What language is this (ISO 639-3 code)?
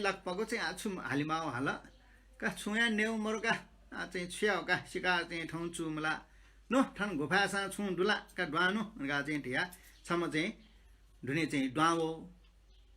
new